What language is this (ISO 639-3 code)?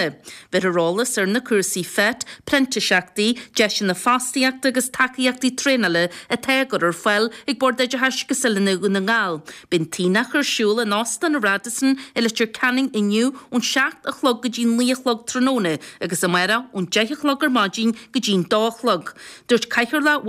gle